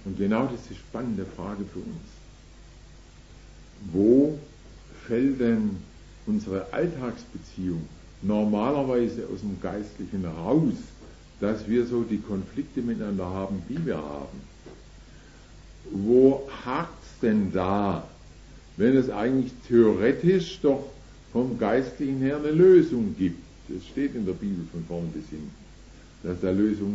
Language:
German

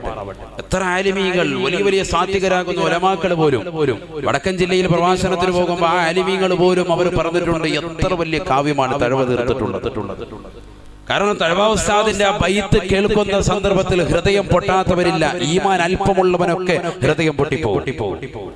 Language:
Malayalam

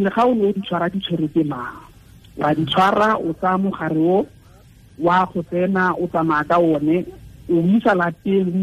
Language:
Tswana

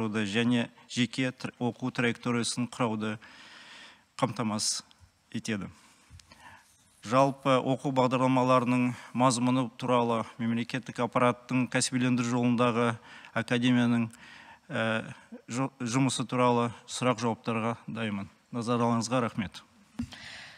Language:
Kazakh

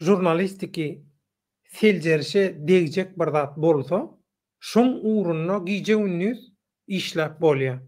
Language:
Turkmen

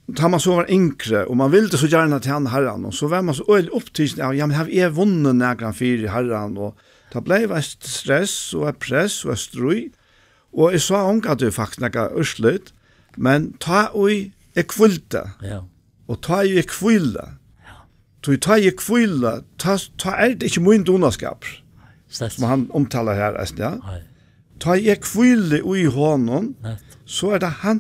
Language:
Faroese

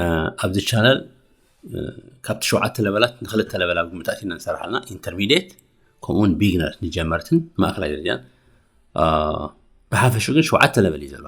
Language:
Tigrinya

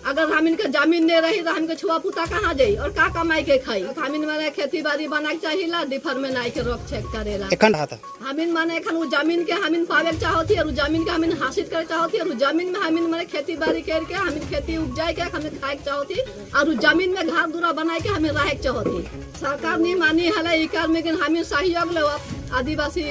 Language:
Sadri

